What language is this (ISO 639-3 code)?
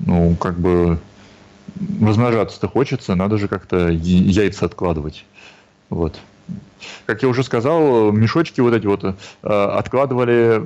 rus